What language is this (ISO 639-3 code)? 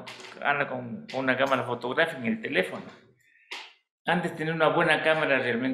spa